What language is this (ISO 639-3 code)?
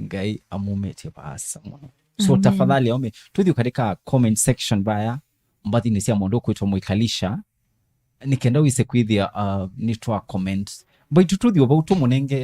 kam